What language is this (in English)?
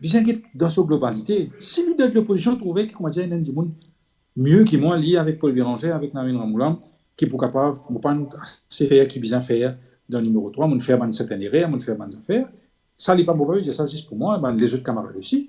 Morisyen